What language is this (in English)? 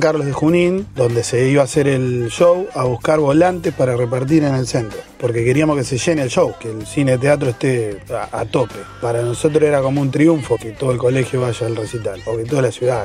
Spanish